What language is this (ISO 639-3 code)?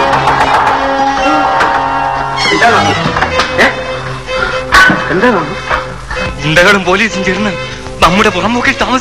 mal